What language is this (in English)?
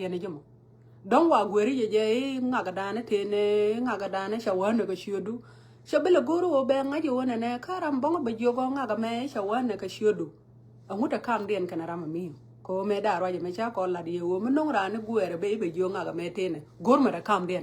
Nuer